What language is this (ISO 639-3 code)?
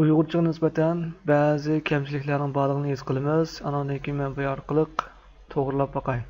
uig